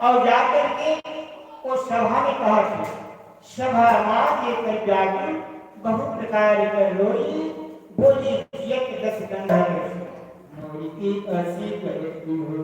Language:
Chhattisgarhi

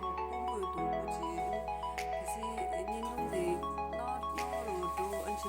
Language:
Tibetan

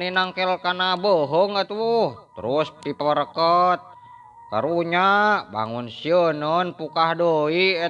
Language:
Sundanese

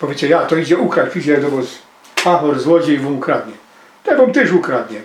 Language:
Silesian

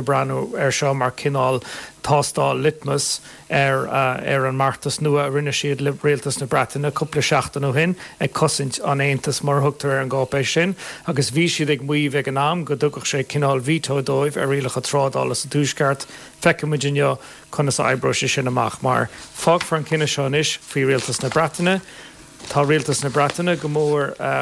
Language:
Irish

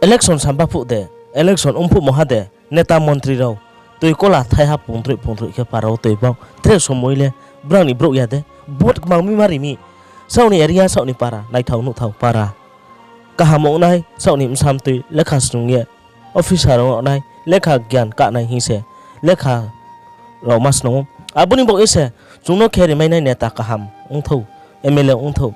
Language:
Riang (India)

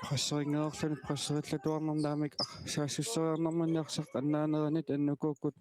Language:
Kalaallisut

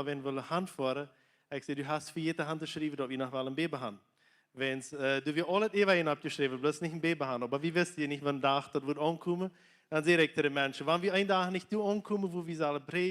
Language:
Plautdietsch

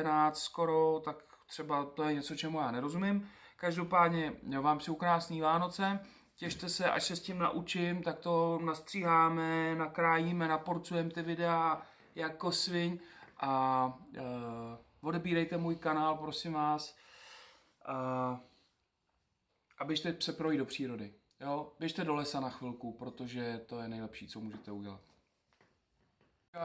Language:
Czech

